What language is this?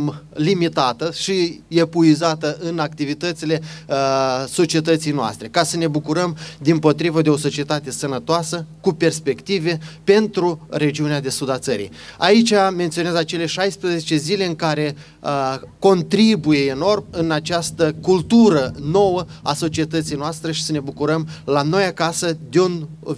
Romanian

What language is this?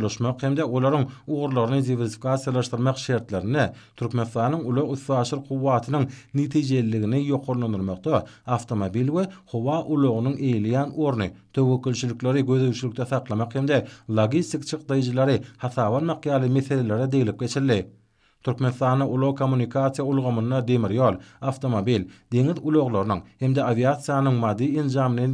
Turkmen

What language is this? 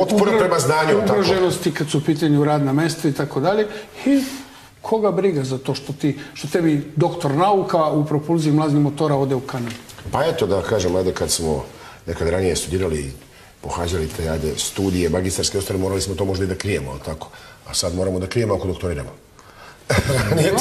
Serbian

